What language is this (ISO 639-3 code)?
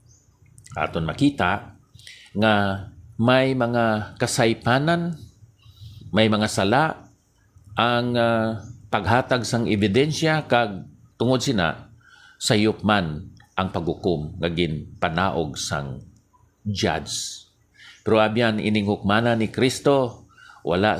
hil